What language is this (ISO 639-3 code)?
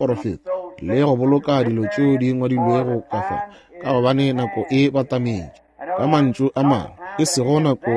nso